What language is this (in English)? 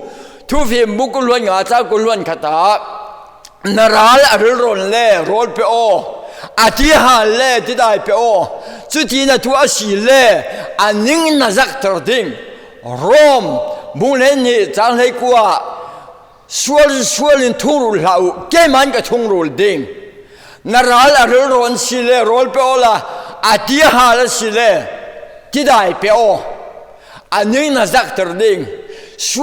Falam Chin